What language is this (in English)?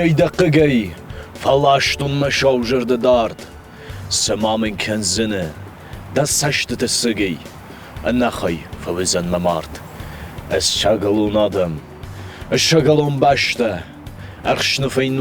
Ossetic